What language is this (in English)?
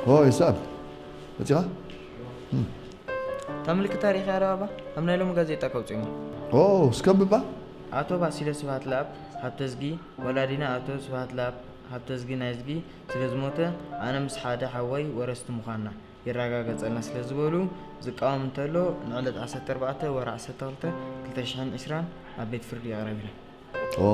Tigrinya